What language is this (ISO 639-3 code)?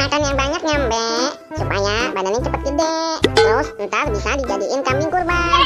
bew